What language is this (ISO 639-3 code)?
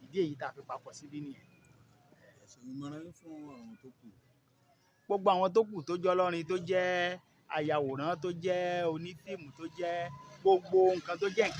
yor